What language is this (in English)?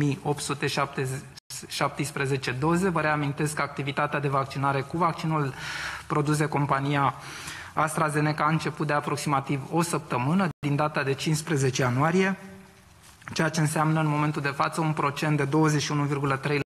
Romanian